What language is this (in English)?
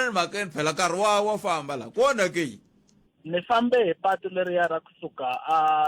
Tsonga